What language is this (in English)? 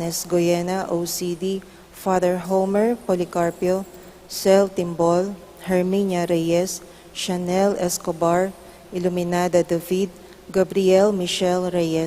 Pampanga